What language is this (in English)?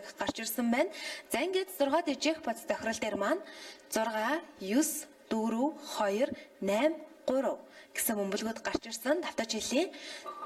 Mongolian